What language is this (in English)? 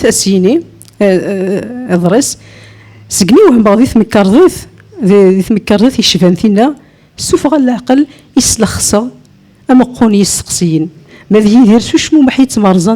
Kabyle